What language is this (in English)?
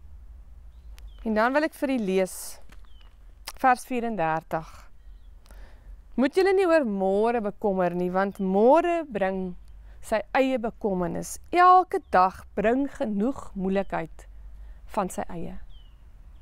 Afrikaans